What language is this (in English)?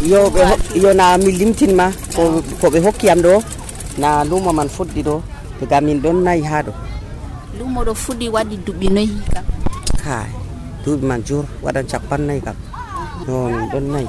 Nigerian Fulfulde